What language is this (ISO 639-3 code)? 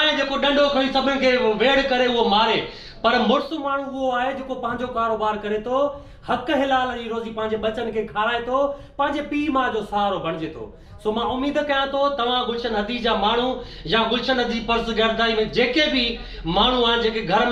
snd